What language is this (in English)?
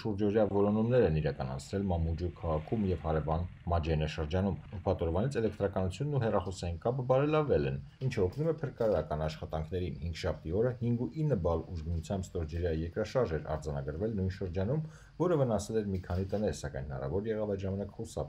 Armenian